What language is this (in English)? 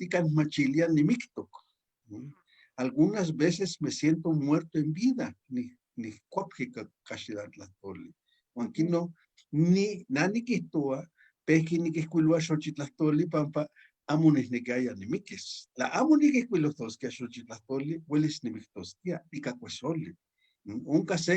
Eastern Huasteca Nahuatl